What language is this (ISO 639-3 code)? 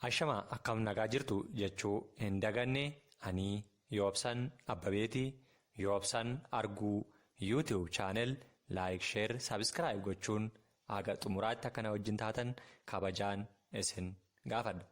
orm